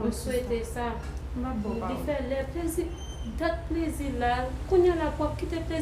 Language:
Haitian Creole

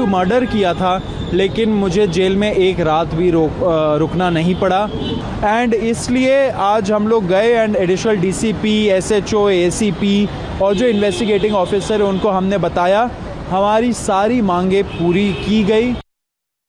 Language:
Hindi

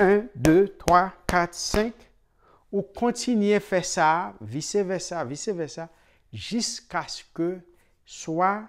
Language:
Haitian Creole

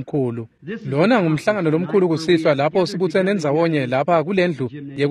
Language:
Swati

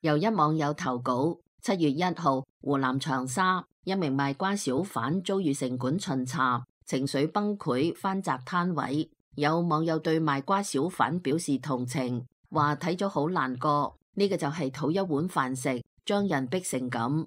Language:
Cantonese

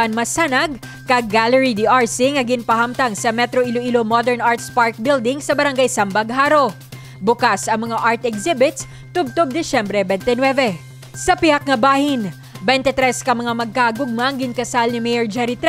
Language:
Hiligaynon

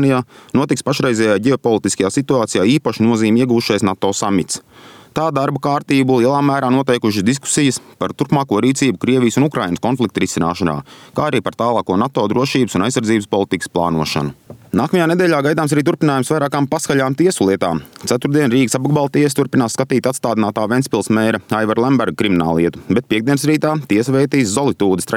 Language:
Latvian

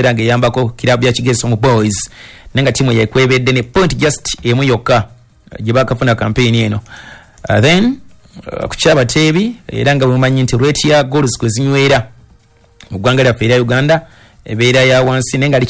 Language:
Ganda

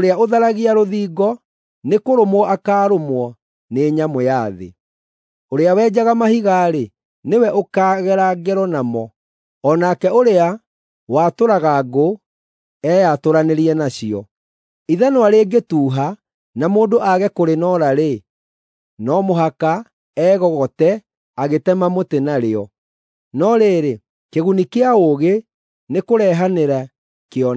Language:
Kikuyu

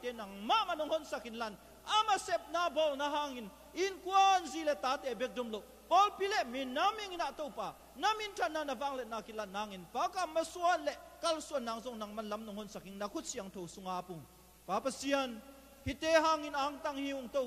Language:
Tedim Chin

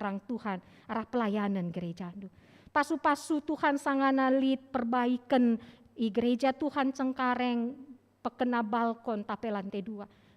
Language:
Batak Karo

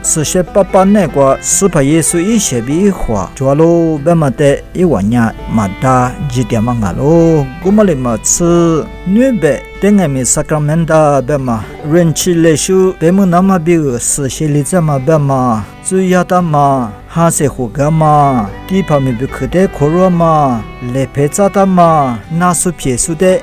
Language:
Lisu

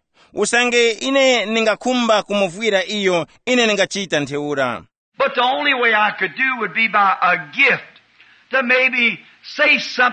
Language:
Tumbuka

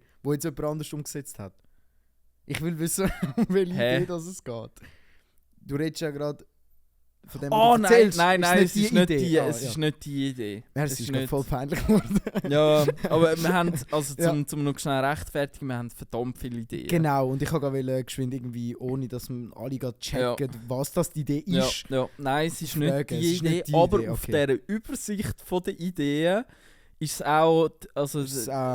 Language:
Swiss German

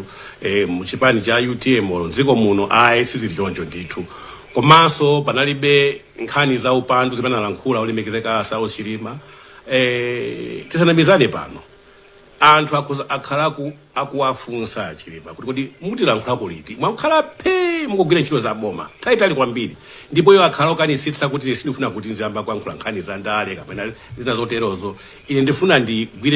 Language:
Nyanja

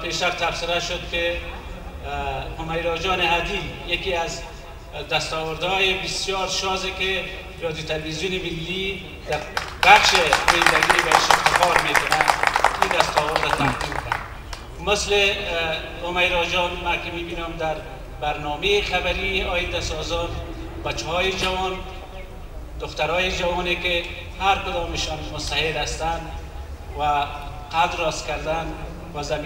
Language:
Persian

